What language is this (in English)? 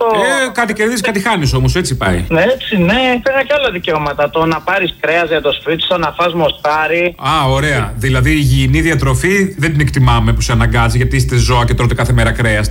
Greek